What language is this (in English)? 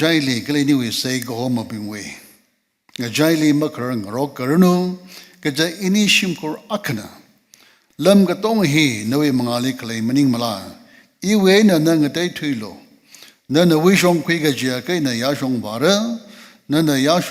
Tangkhul Naga (India)